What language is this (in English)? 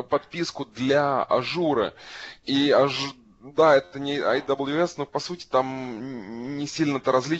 Russian